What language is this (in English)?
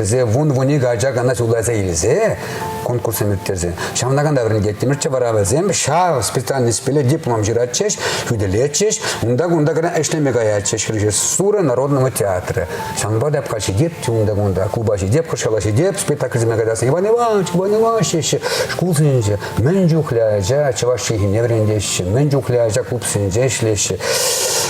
Chuvash